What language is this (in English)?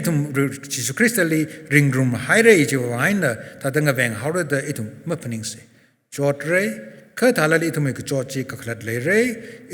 Tangkhul Naga (India)